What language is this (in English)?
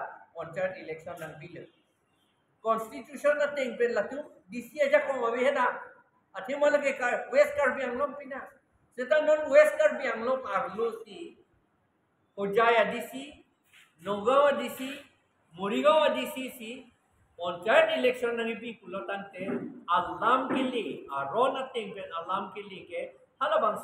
Karbi